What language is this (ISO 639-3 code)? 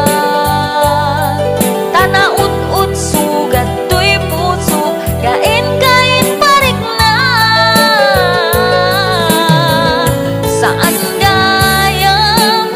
ilo